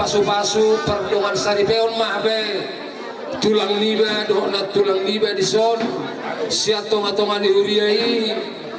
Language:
Batak Toba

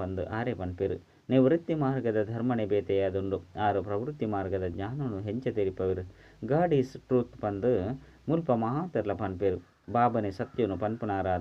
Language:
Tulu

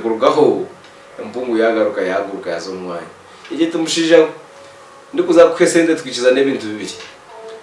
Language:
Nyankole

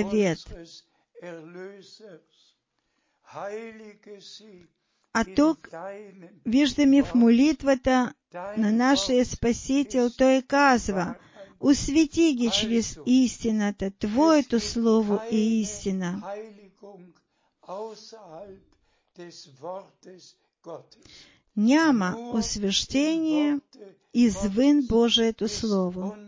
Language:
Bulgarian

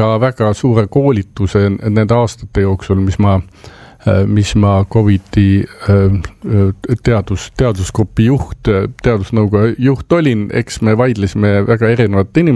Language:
Estonian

